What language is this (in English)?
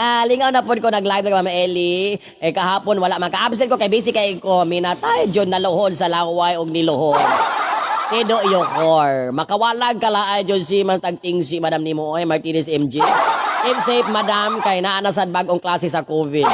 Cebuano